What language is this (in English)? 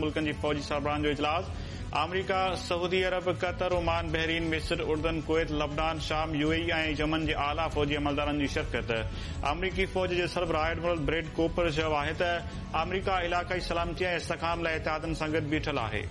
Sindhi